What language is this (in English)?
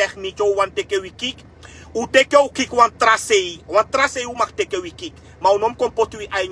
Sranan Tongo